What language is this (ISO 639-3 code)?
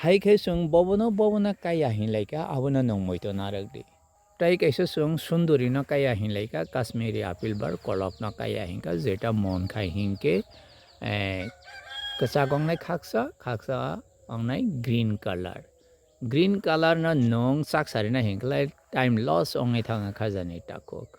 trp